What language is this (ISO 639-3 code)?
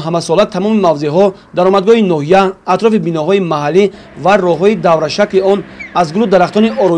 tgk